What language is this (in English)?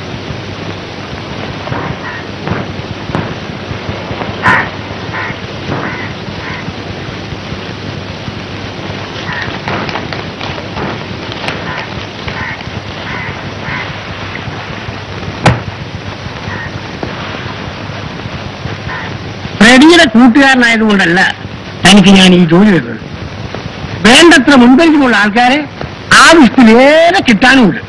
Malayalam